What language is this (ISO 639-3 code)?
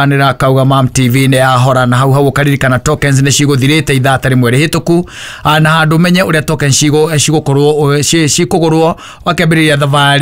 kik